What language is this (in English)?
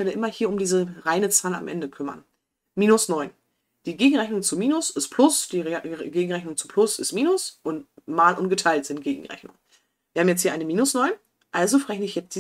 German